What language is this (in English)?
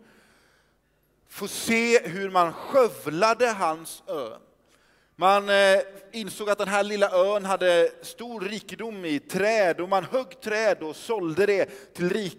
Swedish